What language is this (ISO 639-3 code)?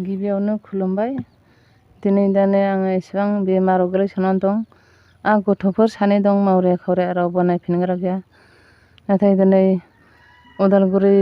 brx